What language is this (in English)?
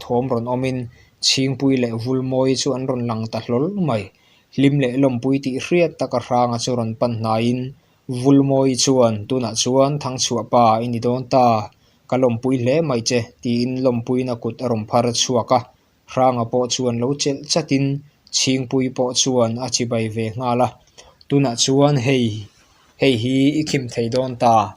Mizo